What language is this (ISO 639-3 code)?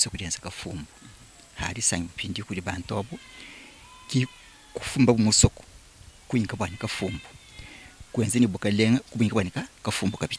lua